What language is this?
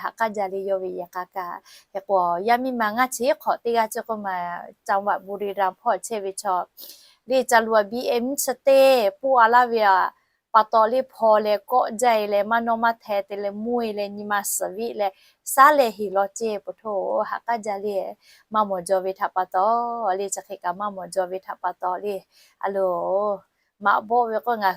Lahu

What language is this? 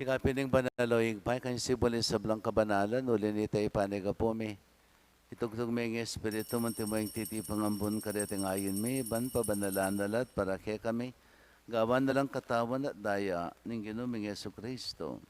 Pampanga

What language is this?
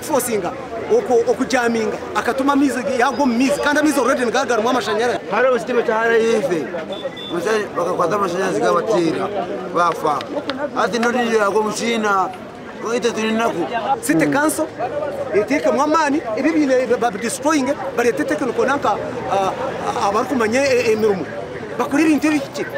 Nyankole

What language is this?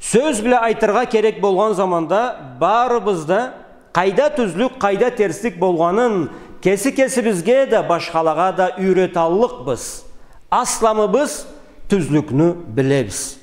Karachay-Balkar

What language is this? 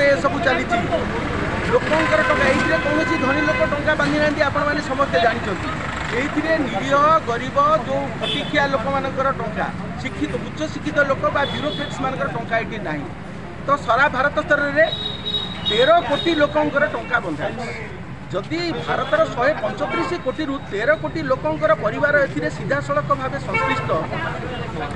Odia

